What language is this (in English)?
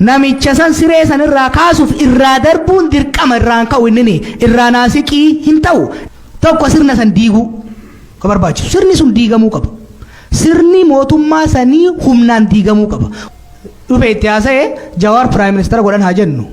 Oromo